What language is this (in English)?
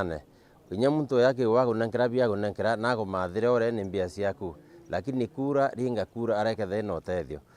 Meru